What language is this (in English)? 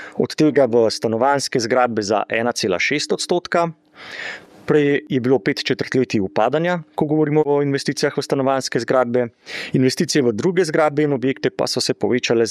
Slovenian